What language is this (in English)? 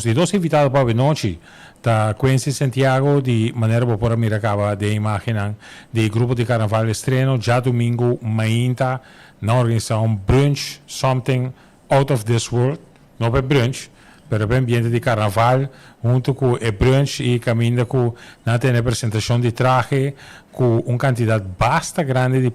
Papiamento